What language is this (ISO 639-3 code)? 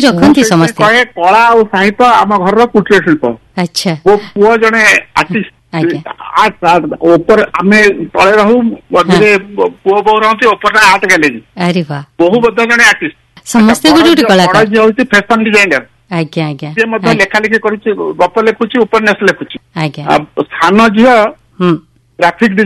ori